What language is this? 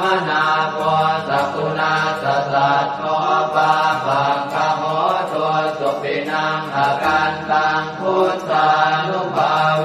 Pali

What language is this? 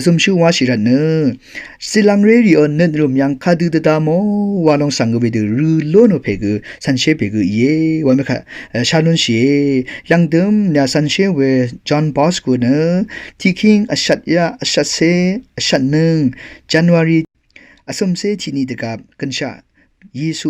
Rawang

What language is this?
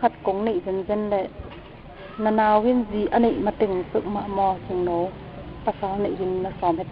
Tedim Chin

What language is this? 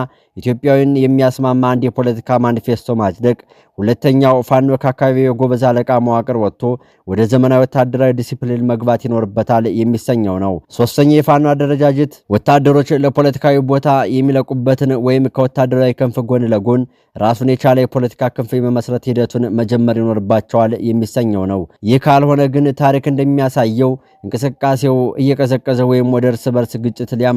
Amharic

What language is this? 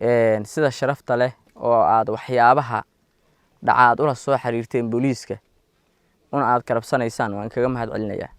Somali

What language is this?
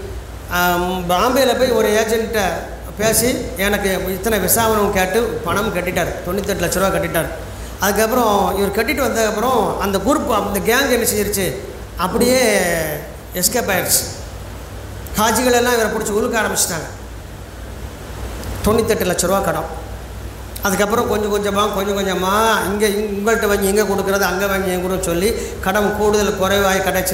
Tamil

